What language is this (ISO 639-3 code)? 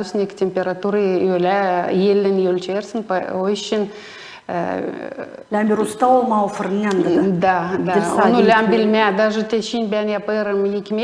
gag